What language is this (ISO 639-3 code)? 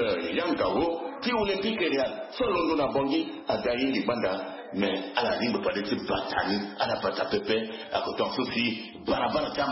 sag